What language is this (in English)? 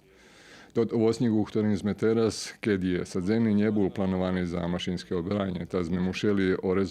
Rusyn